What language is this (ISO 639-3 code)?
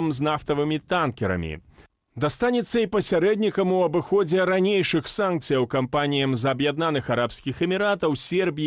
bel